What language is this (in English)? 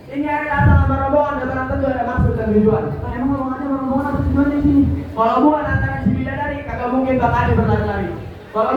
Betawi